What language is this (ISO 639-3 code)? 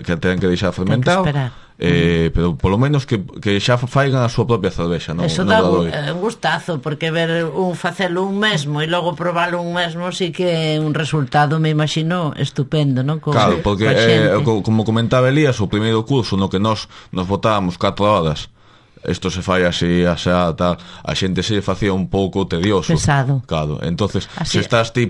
glg